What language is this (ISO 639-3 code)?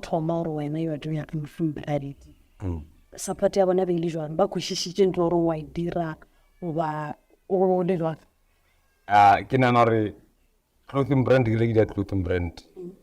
nso